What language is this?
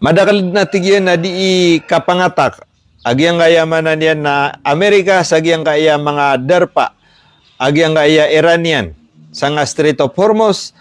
Maranao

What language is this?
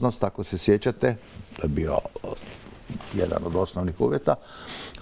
Croatian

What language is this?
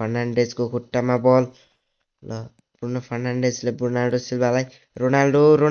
Nepali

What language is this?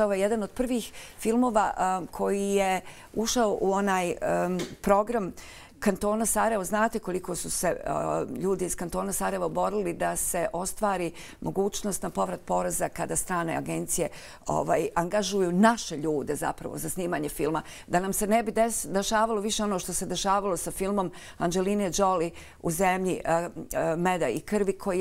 Bosnian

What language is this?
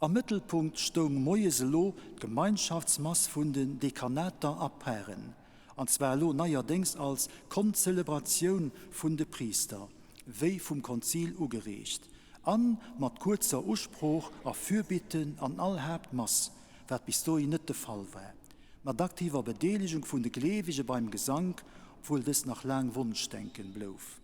Luxembourgish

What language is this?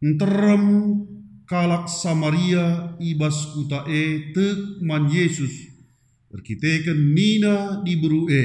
Batak Karo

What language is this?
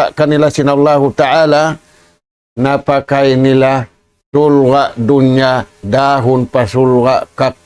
Tausug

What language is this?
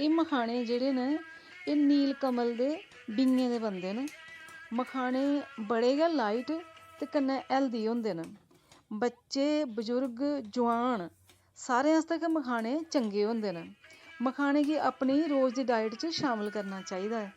Dogri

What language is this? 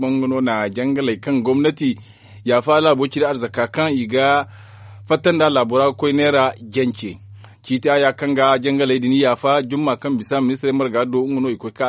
Zarma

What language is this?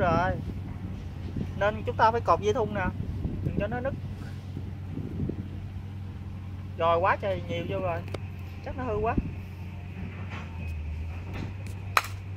Vietnamese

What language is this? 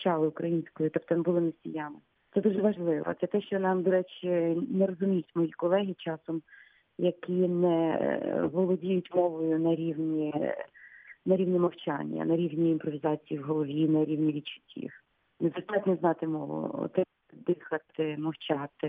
Ukrainian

